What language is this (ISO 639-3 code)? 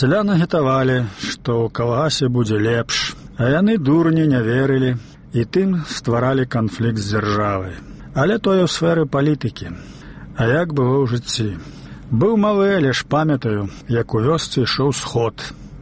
bel